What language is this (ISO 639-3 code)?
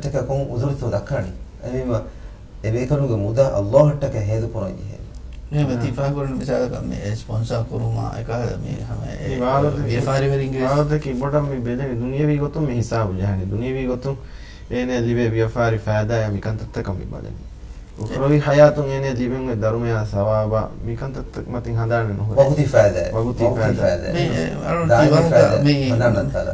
div